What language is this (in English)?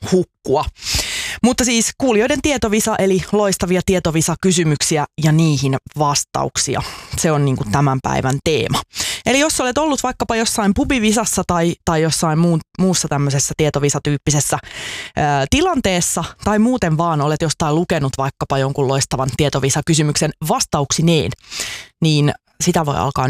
Finnish